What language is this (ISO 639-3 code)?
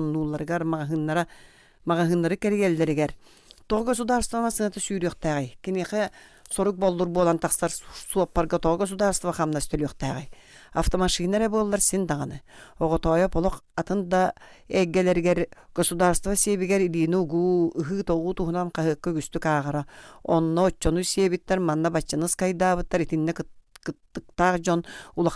sah